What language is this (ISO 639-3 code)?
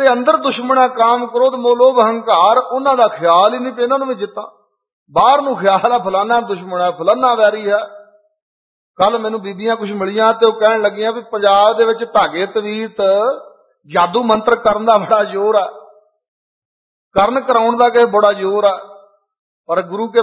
pan